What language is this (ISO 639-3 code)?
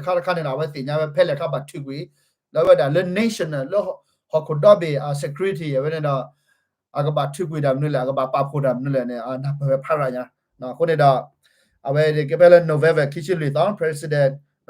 ksw